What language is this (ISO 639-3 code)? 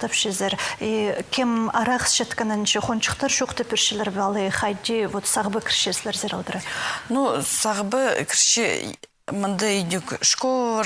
kjh